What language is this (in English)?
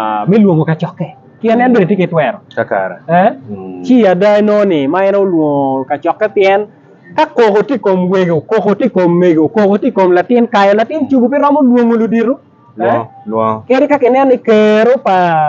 Acoli